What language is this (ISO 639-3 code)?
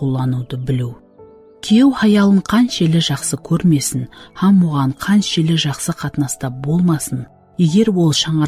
kaa